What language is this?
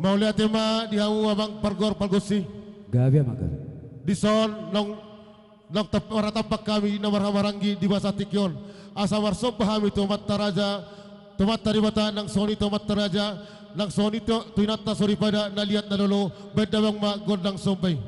Batak Toba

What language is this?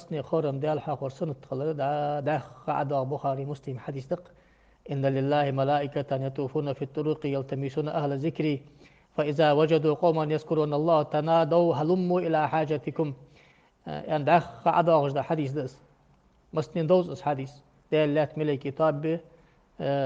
Ingush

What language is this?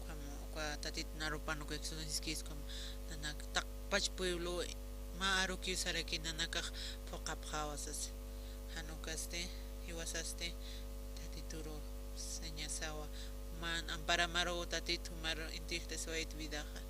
Aymara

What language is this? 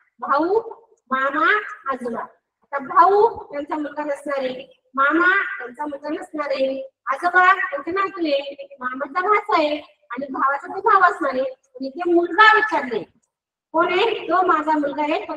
Marathi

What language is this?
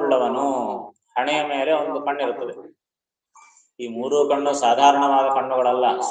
Kannada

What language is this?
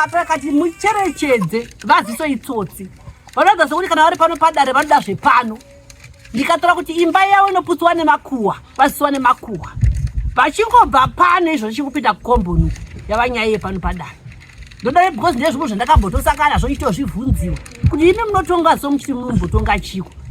Shona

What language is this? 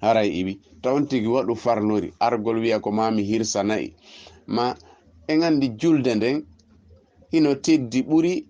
Fula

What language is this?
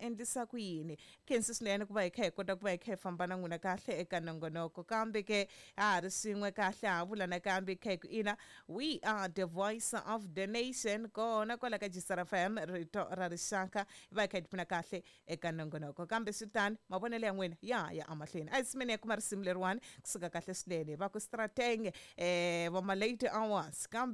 Tsonga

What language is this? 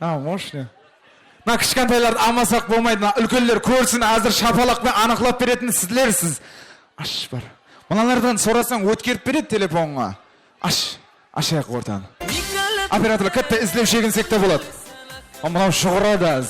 Kara-Kalpak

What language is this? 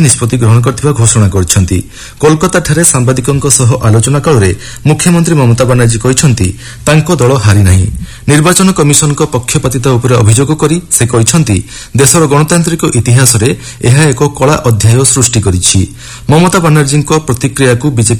Odia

